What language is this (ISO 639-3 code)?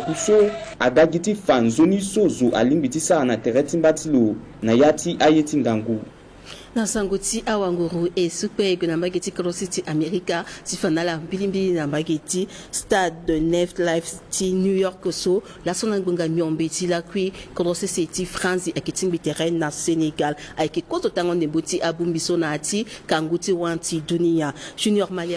sag